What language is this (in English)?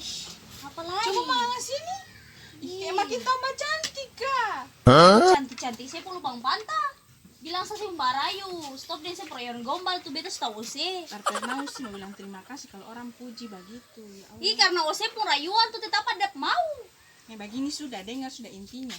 Ambonese Malay